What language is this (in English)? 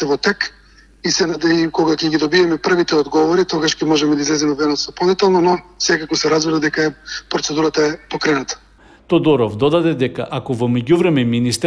Macedonian